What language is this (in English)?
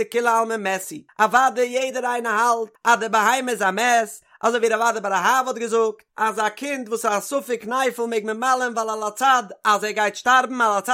Yiddish